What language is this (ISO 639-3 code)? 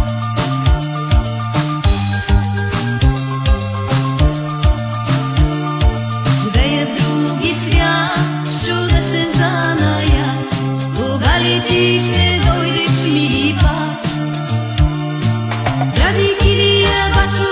bul